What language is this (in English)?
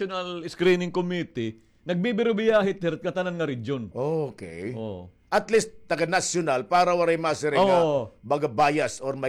Waray